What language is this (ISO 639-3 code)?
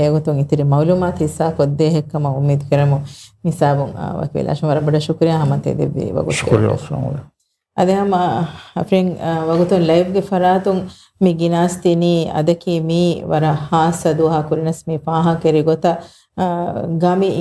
div